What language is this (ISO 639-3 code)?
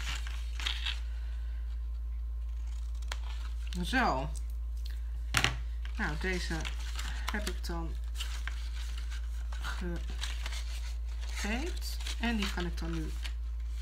nld